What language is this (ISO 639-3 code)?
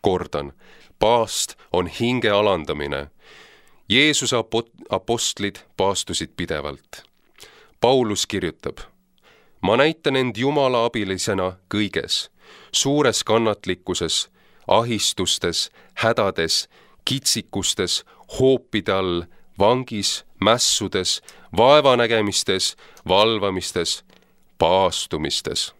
est